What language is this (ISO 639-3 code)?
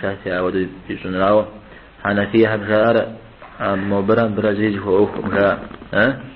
kbd